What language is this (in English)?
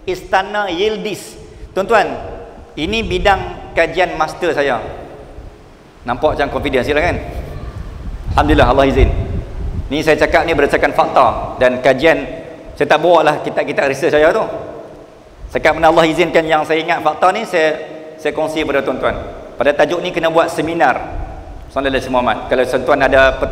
Malay